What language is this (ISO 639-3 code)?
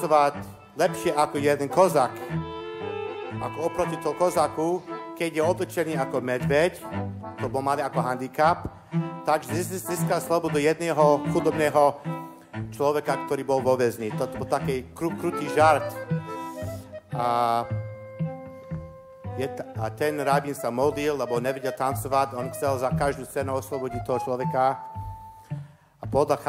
slk